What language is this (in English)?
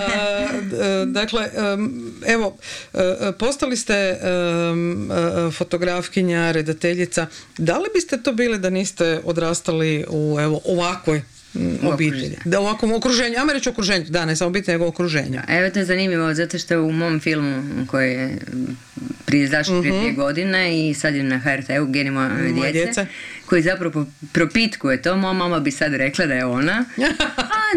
Croatian